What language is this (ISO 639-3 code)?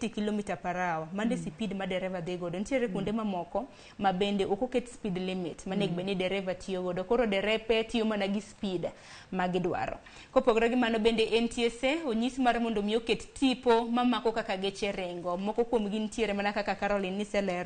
luo